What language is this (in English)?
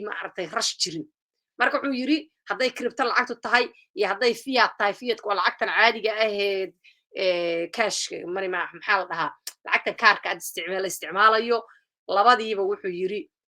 Somali